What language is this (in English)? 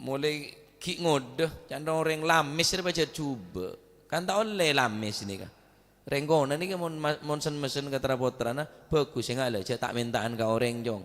Madurese